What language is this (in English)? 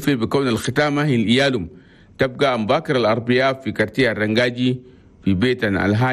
Chadian Arabic